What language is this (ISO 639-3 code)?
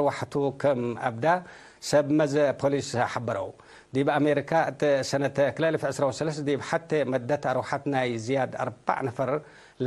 tig